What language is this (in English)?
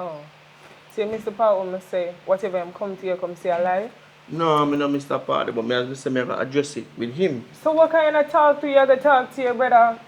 Jamaican Creole English